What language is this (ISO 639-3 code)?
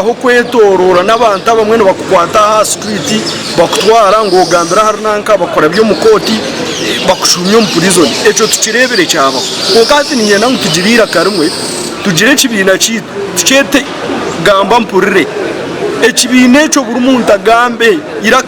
nyn